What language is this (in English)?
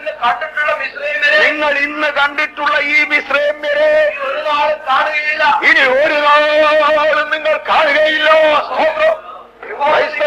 Malayalam